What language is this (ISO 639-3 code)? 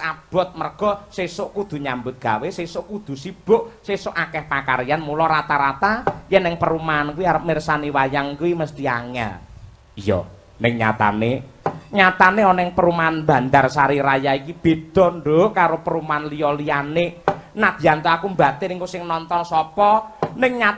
jav